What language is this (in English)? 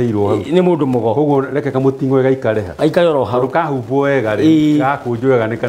Kikuyu